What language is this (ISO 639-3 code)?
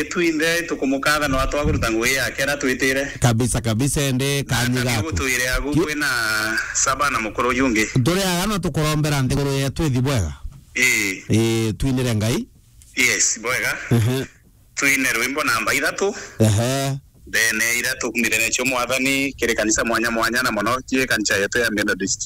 mer